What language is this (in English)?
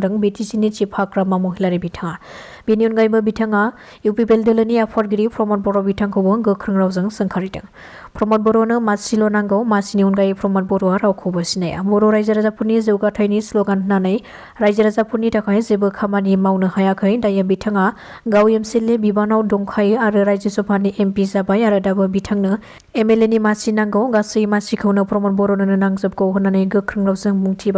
Bodo